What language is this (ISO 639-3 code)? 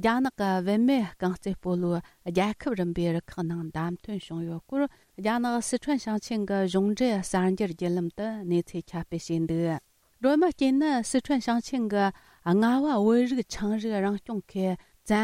bod